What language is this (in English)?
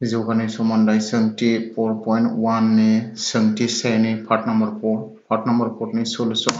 Bodo